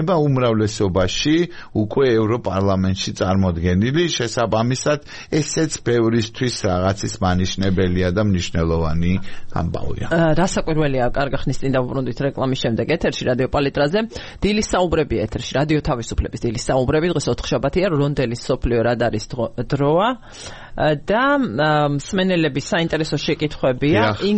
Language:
Georgian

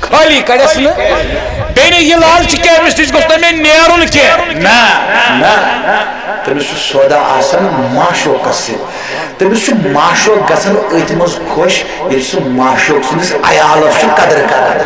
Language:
Kashmiri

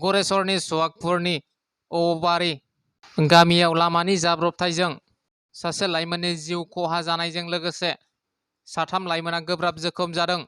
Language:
Bodo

